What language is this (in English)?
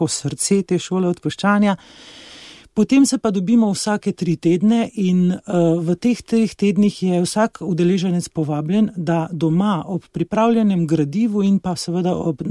Slovenian